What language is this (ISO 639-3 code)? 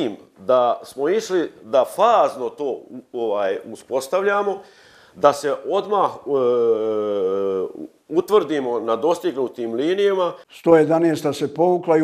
bos